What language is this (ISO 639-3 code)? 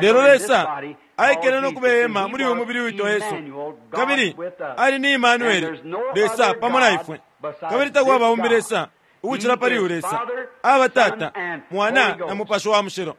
bem